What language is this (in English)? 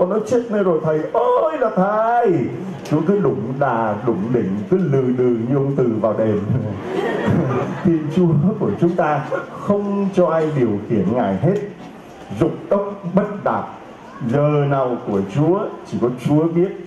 Vietnamese